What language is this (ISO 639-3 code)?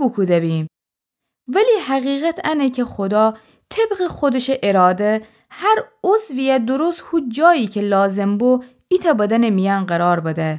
glk